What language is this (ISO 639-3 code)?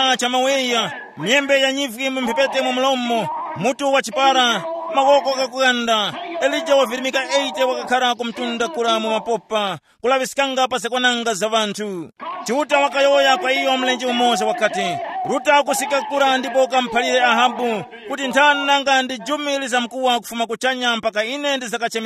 tum